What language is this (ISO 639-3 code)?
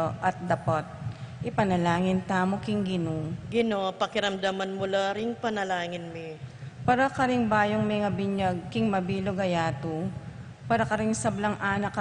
pam